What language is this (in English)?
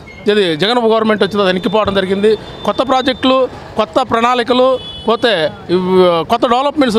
Telugu